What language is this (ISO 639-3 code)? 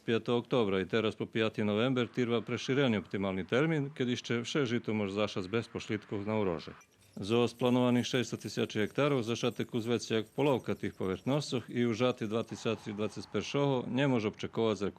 rue